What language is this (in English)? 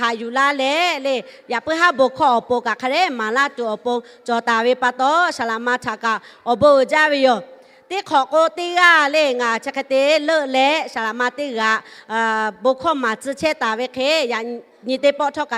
Lahu